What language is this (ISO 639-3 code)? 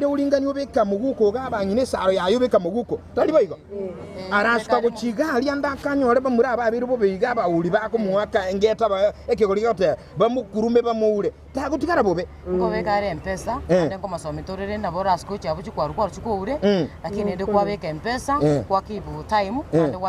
guz